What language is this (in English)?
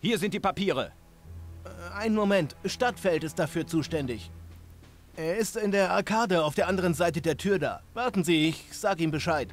Bavarian